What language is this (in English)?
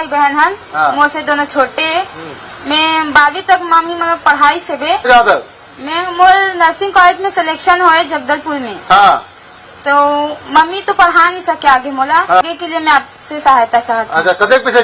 Chhattisgarhi